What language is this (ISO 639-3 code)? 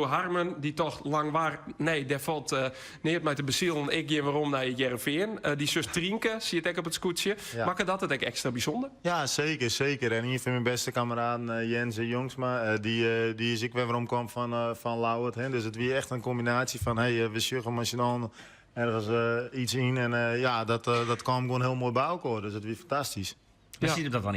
fry